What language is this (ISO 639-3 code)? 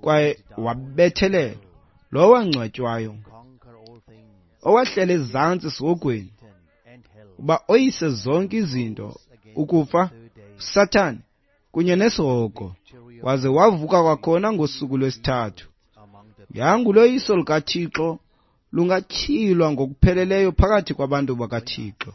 xho